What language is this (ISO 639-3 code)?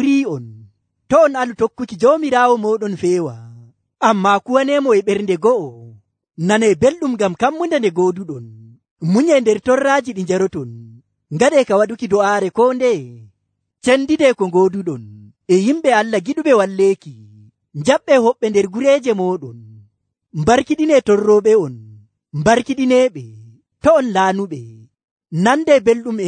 fuv